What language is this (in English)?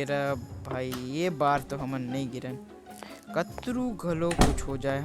Chhattisgarhi